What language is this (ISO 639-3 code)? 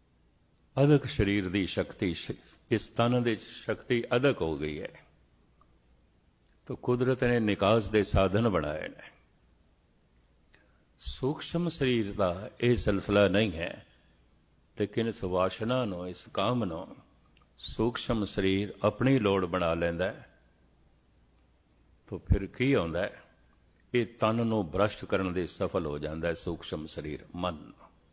pan